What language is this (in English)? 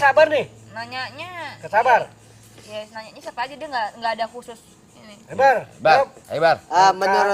Betawi